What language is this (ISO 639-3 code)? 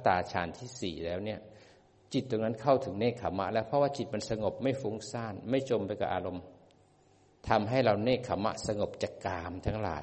tha